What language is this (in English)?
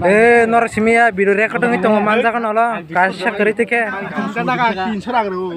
Kok Borok